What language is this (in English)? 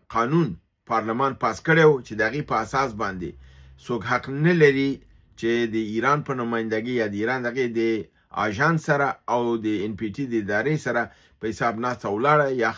Pashto